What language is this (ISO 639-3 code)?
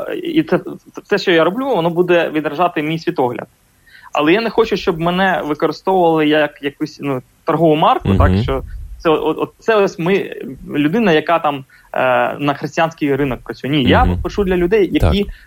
ukr